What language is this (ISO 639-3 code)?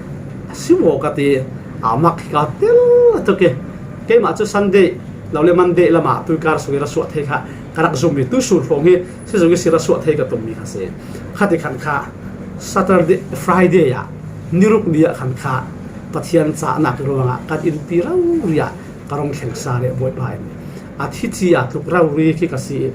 cfm